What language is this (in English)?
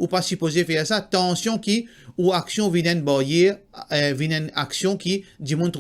Morisyen